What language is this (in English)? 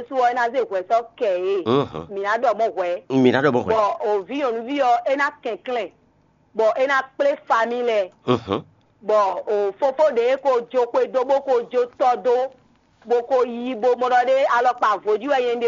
Fon